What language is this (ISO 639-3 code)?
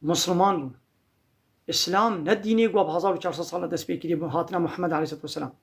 kur